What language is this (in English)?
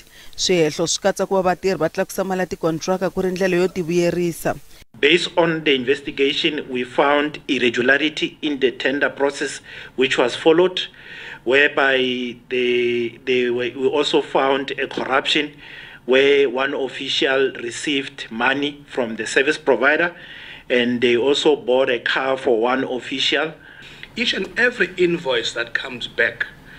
Tsonga